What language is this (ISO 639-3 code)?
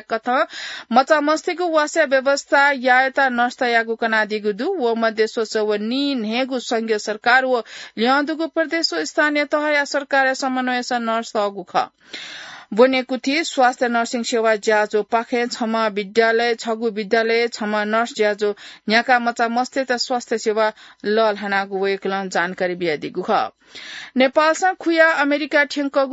new